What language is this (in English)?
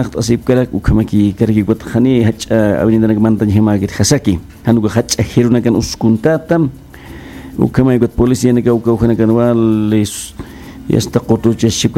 Aymara